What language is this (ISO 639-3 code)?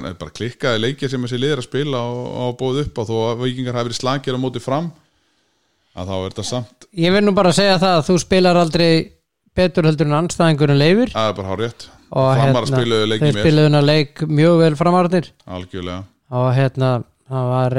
isl